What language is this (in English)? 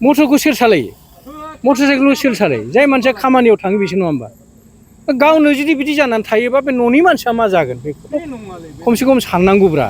Bodo